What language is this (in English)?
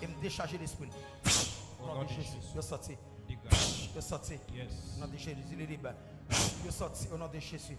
Haitian Creole